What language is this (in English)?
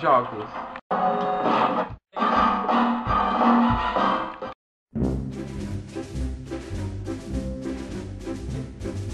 Portuguese